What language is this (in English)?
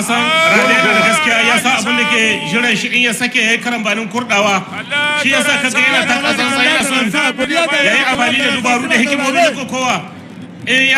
Hausa